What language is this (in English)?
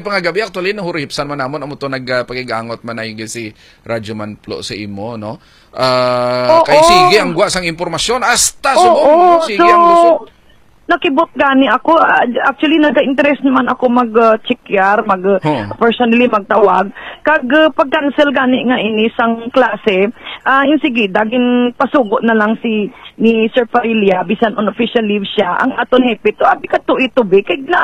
Hiligaynon